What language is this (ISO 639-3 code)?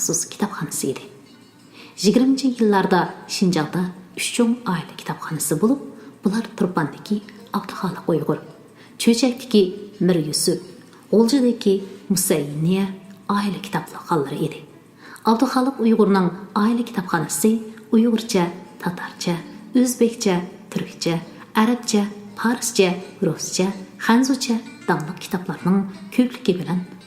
uig